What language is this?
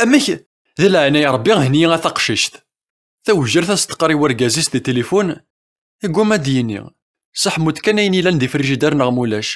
Kabyle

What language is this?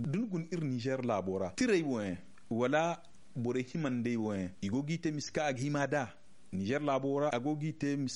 Zarma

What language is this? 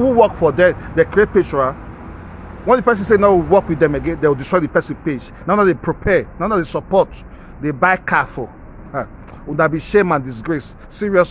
Nigerian Pidgin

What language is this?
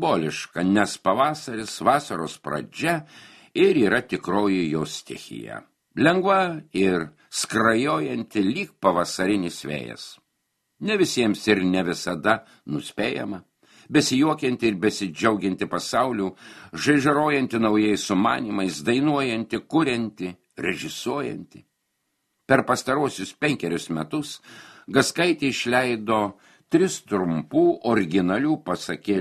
Lithuanian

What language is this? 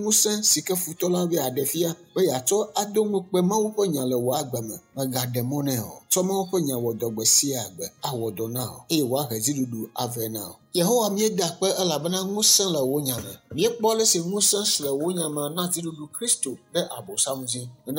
Ewe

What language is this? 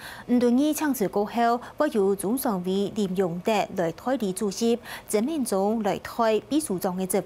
Hakka Chinese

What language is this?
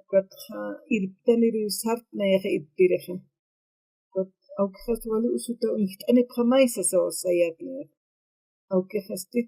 Aymara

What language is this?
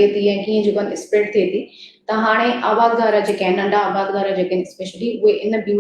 Sindhi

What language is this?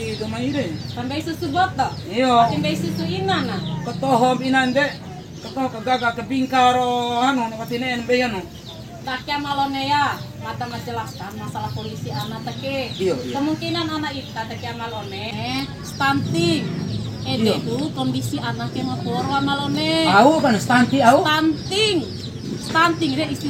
Bima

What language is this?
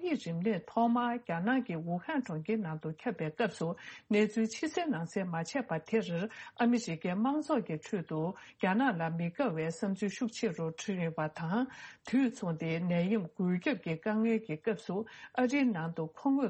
Tibetan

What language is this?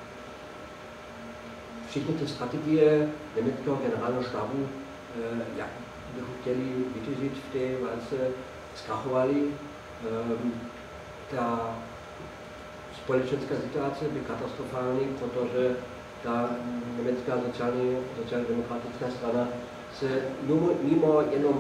Czech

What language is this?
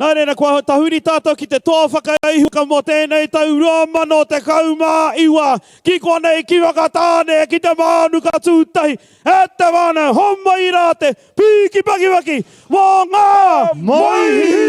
Māori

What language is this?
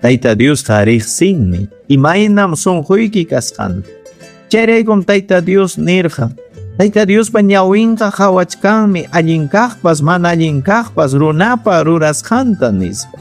Ayacucho Quechua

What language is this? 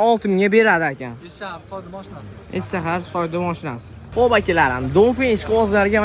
Uzbek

